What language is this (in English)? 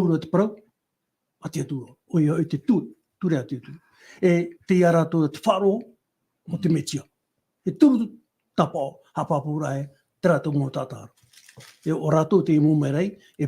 Tahitian